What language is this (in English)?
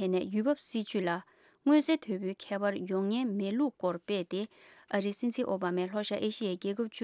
Tibetan